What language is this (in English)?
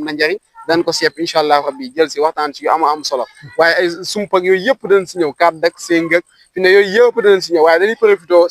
Wolof